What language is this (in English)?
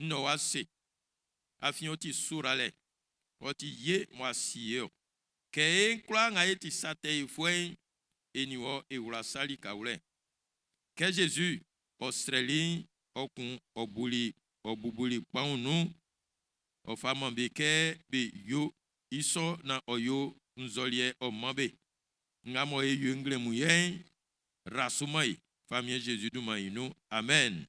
Baoulé